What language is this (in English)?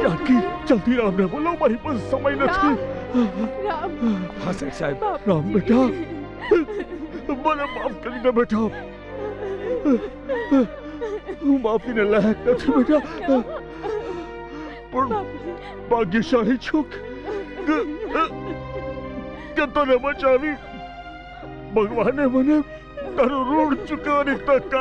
Gujarati